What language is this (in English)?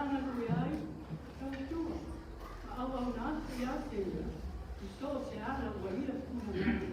Samoan